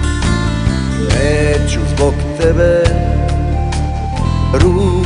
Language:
Croatian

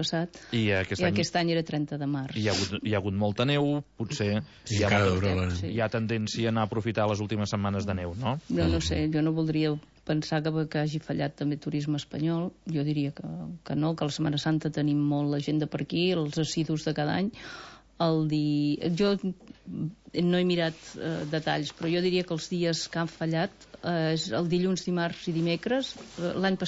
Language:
Catalan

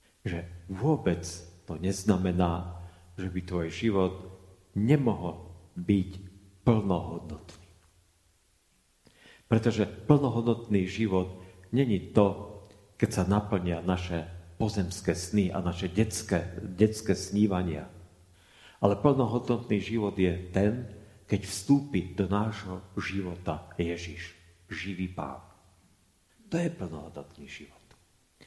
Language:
Slovak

